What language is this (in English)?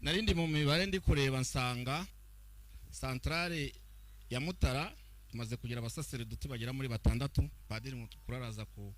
Kinyarwanda